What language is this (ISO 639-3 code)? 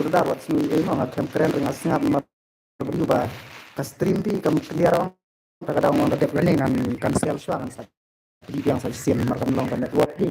kha